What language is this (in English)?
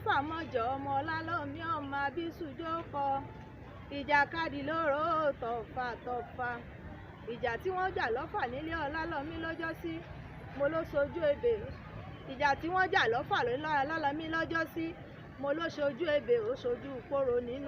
Yoruba